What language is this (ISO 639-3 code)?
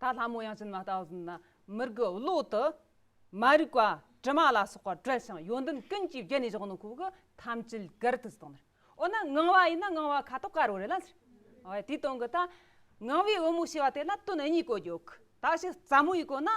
bod